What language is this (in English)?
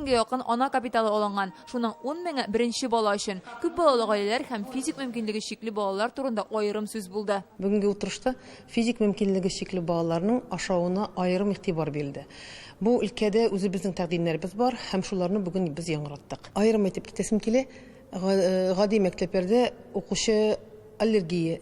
Tatar